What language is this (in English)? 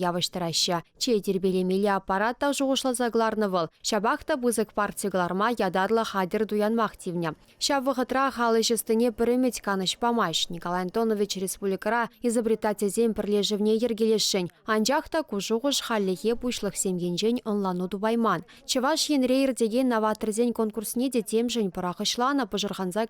Chuvash